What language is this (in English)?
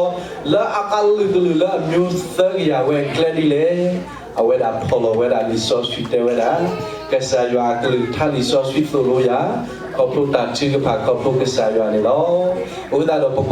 S'gaw Karen